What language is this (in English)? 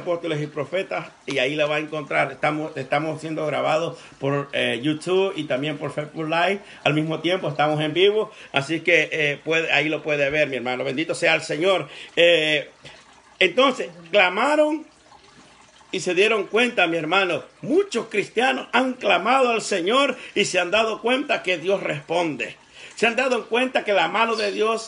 Spanish